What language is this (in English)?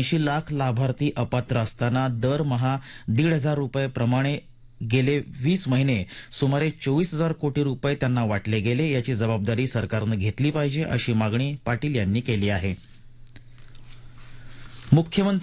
Marathi